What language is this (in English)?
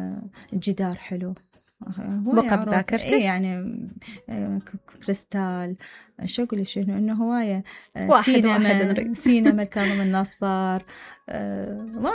Mesopotamian Arabic